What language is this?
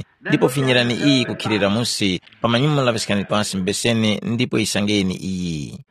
Tumbuka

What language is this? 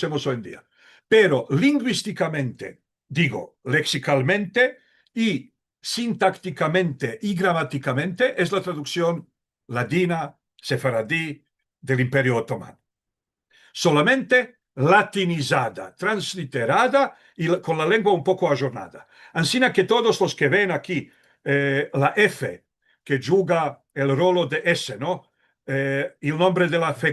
Ladino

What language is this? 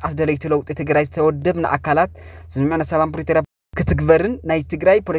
Tigrinya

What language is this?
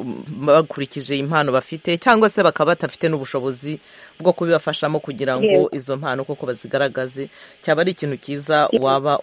Kinyarwanda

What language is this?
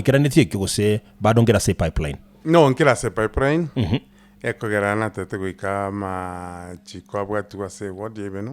Gusii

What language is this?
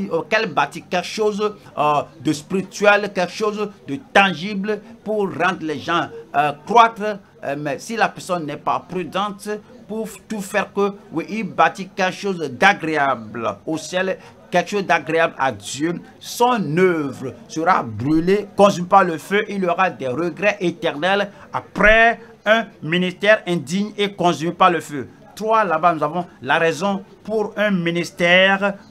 French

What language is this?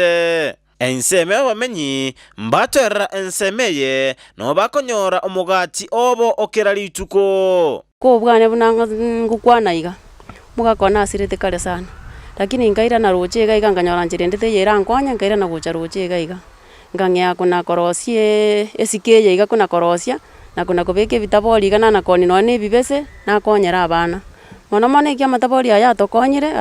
Gusii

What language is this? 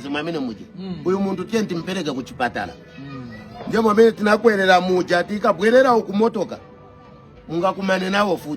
Nyanja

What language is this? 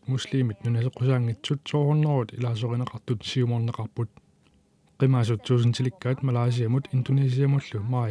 Kalaallisut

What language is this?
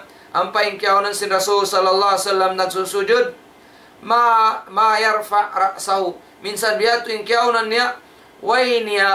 Tausug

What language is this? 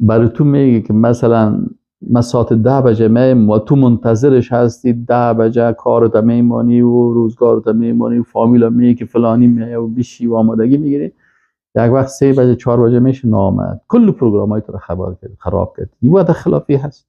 Persian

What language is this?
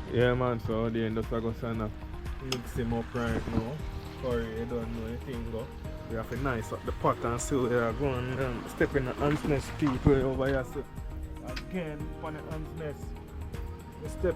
Jamaican Creole English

